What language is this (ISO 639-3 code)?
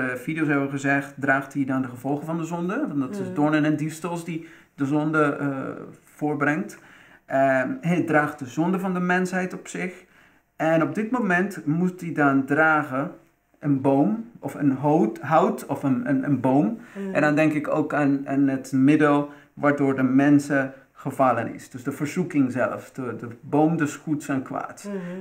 nld